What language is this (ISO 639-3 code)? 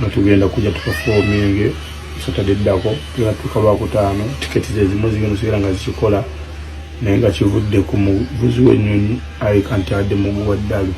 lug